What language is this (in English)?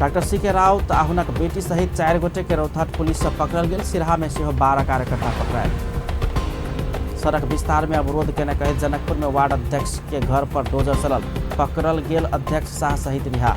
Maithili